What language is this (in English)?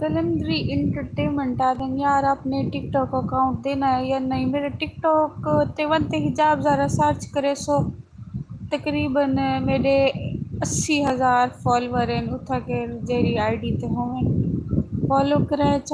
Saraiki